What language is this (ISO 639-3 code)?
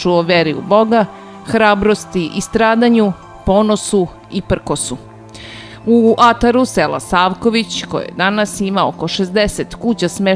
srp